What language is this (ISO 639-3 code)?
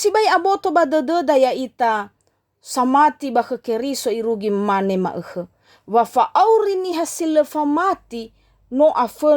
nia